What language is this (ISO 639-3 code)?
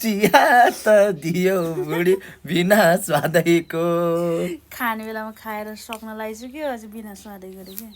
nep